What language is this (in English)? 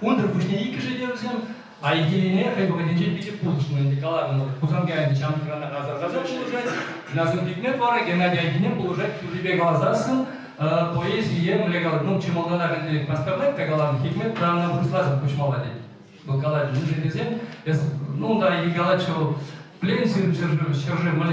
Chuvash